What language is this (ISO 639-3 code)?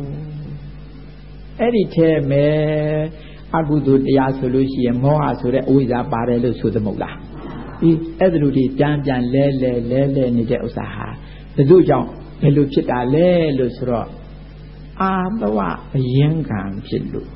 mya